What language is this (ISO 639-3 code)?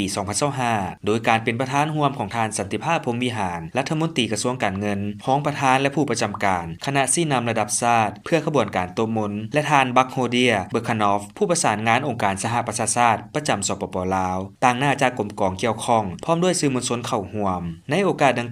lao